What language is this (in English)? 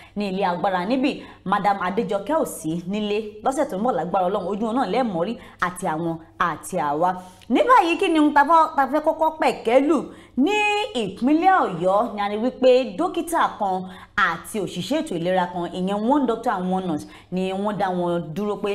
Yoruba